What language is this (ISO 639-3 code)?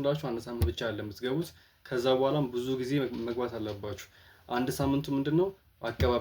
amh